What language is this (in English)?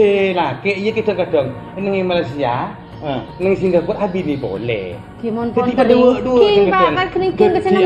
Madurese